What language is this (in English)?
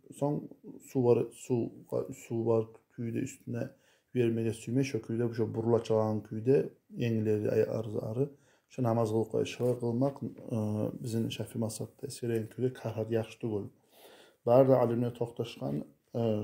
Kumyk